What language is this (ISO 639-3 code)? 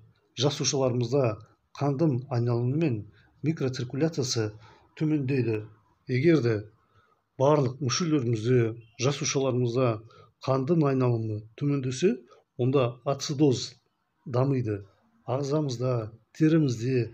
kaz